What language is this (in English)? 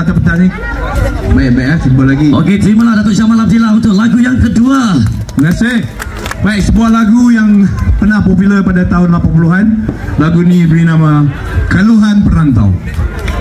Malay